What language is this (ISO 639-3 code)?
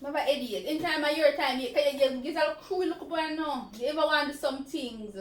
jam